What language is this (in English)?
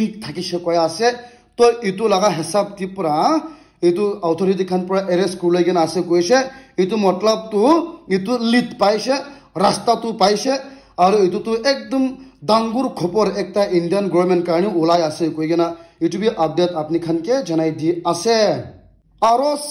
Naga Pidgin